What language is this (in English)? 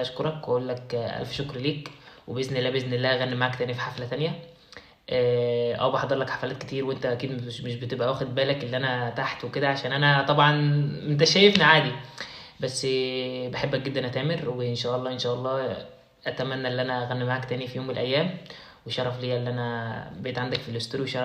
Egyptian Arabic